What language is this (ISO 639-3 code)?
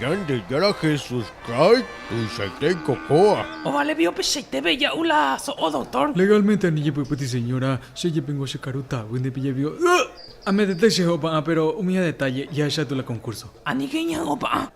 grn